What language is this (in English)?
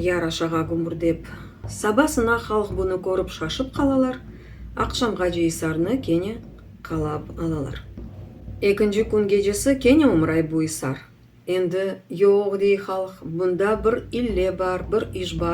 Crimean Tatar